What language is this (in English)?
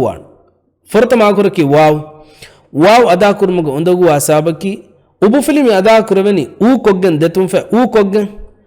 Divehi